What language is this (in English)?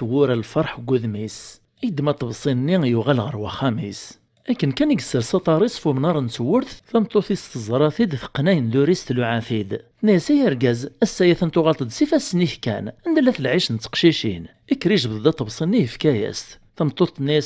Kabyle